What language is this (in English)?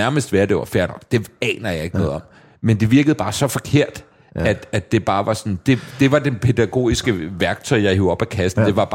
Danish